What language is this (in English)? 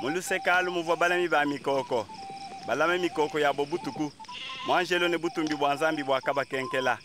Luba-Lulua